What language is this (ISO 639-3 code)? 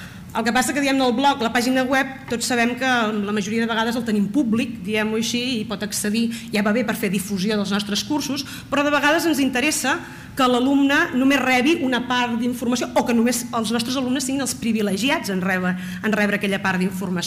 cat